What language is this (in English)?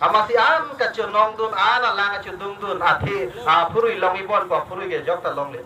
Karbi